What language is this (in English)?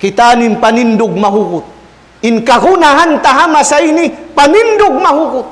Tausug